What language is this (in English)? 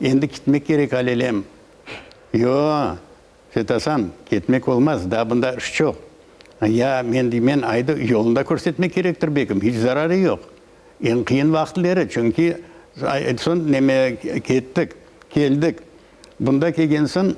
Crimean Tatar